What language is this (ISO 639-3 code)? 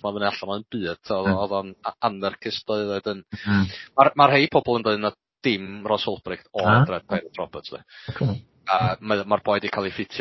cym